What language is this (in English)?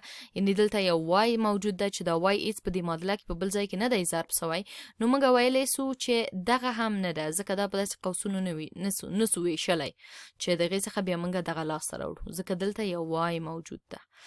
Pashto